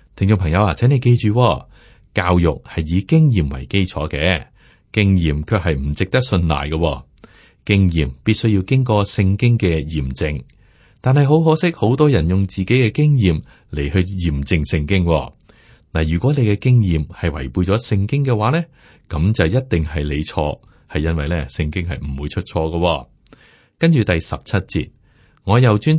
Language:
Cantonese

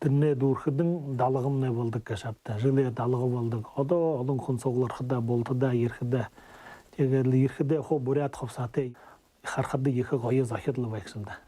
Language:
Buriat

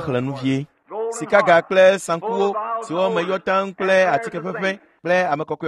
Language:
Ewe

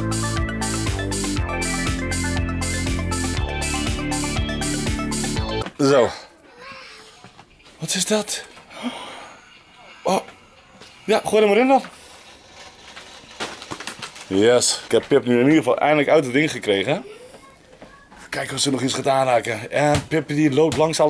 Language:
Dutch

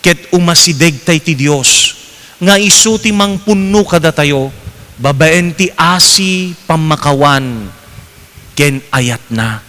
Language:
Iloko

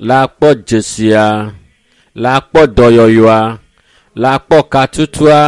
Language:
Ewe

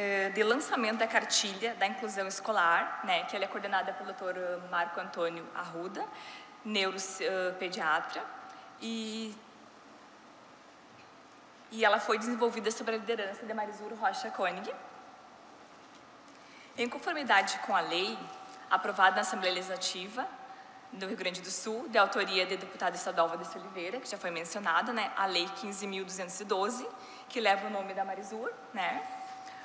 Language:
Portuguese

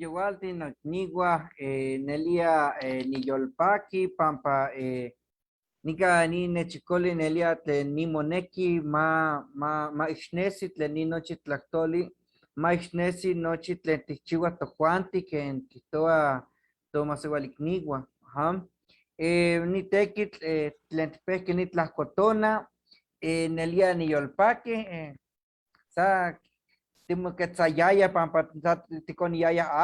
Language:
Eastern Huasteca Nahuatl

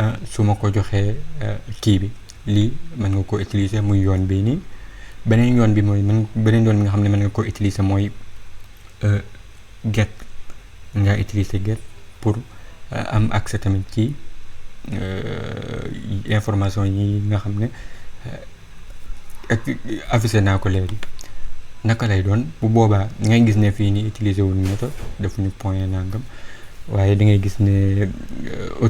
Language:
Wolof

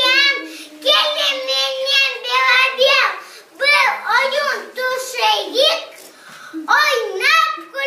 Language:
Crimean Tatar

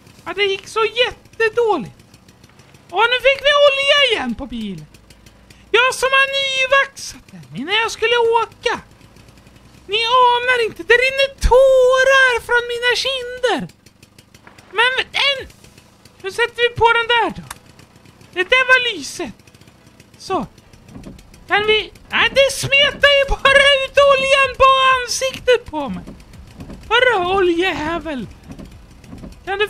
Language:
Swedish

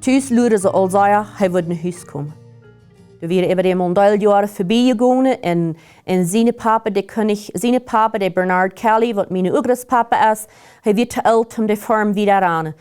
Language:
Plautdietsch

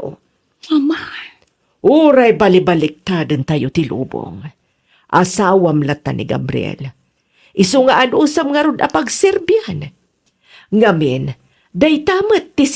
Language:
Iloko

